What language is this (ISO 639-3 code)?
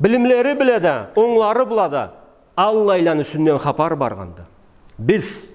krc